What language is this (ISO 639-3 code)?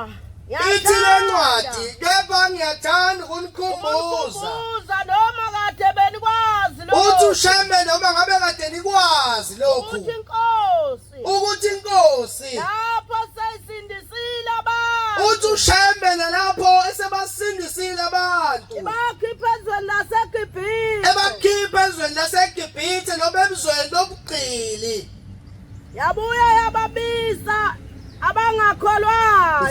zul